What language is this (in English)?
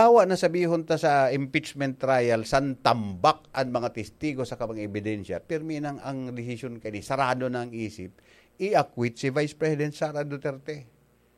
Bikol